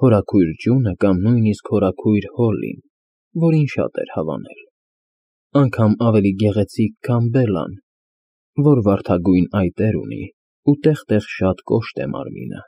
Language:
Armenian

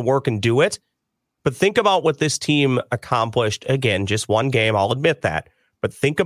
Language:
English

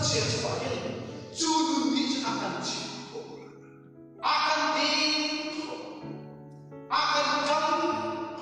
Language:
Hakha Chin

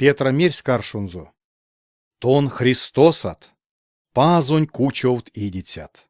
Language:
Erzya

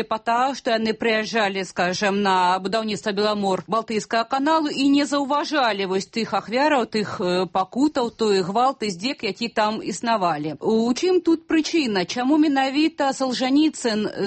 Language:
Belarusian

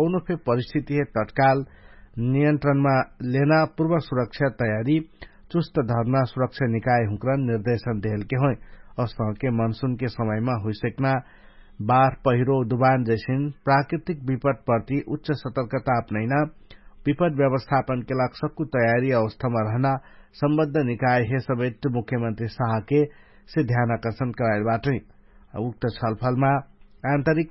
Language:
Dangaura Tharu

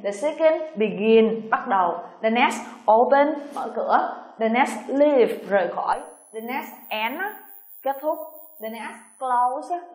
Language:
Vietnamese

